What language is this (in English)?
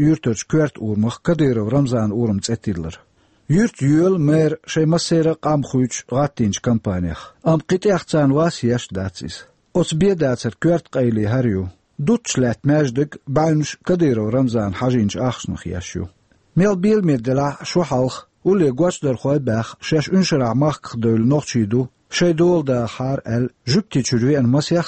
Chechen